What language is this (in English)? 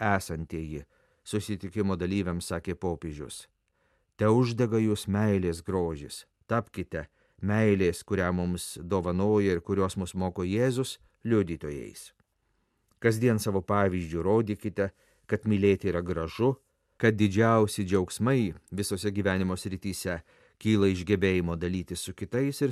Lithuanian